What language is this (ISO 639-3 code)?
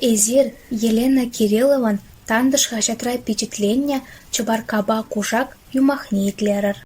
chv